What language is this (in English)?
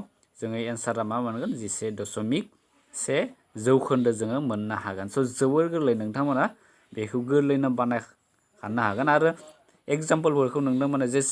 Bodo